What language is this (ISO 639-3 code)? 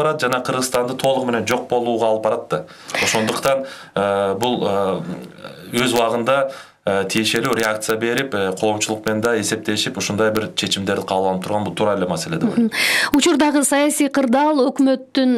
kir